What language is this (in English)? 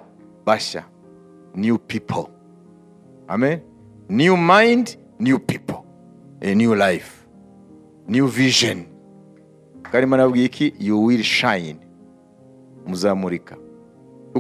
Kinyarwanda